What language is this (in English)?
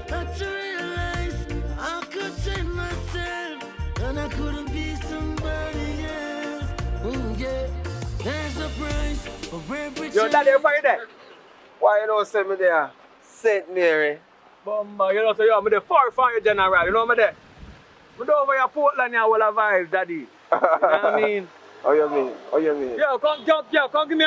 Jamaican Creole English